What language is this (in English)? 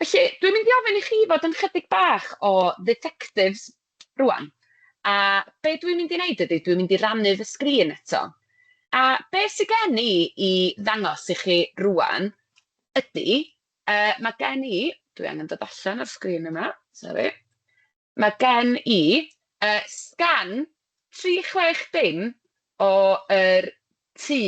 Welsh